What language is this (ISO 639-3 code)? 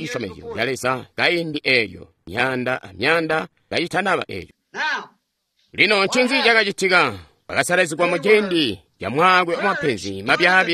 toi